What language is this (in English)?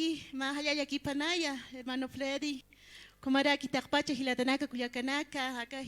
Aymara